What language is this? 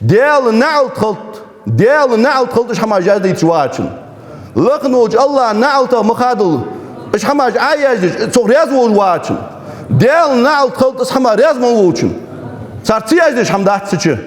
Ingush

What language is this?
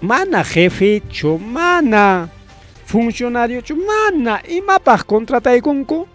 Ayacucho Quechua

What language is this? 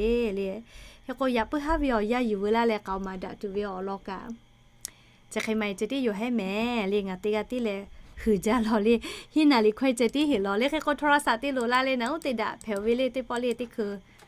Lahu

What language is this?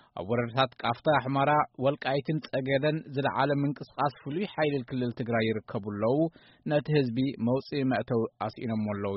Tigrinya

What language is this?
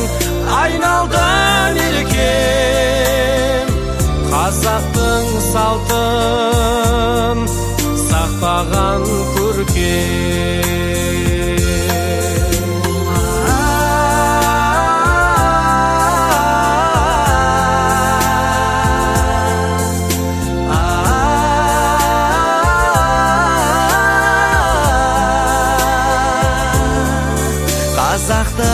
Kazakh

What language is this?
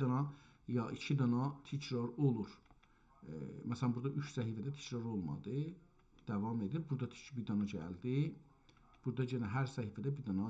South Azerbaijani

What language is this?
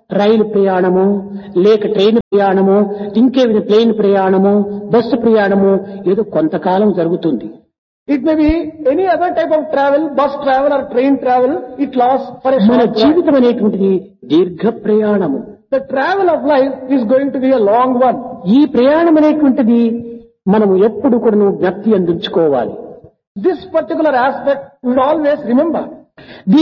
Telugu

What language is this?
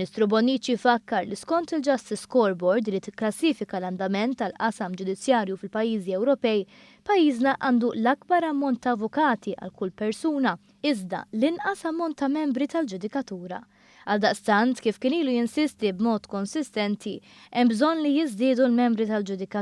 Maltese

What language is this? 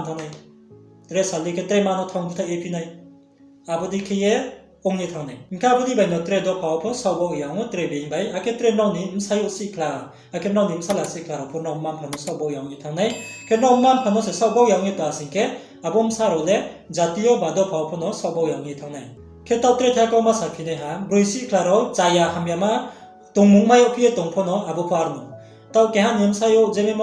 Riang (India)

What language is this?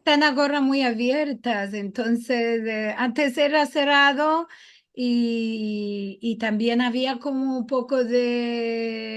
Ladino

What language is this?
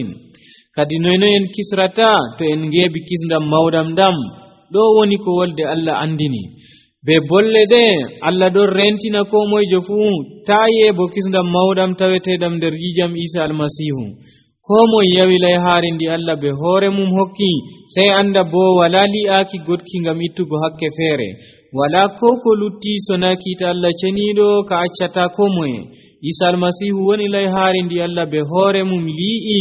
Nigerian Fulfulde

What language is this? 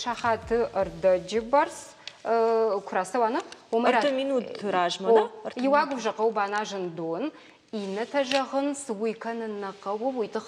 Ossetic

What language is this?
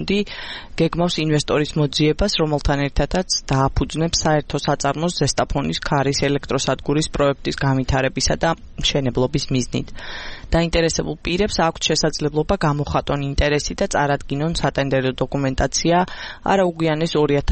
Georgian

